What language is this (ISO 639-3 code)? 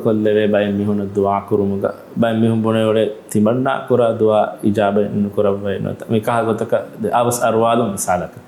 div